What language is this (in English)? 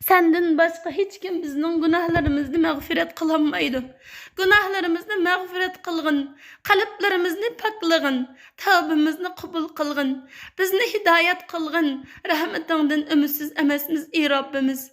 Uyghur